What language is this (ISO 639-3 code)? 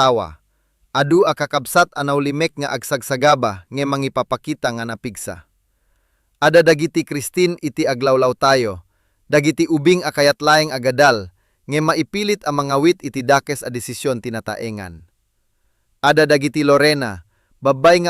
ilo